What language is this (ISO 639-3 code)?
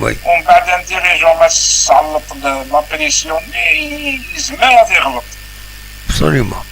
kab